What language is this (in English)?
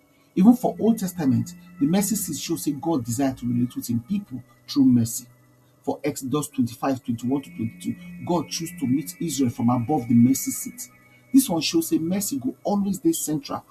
Nigerian Pidgin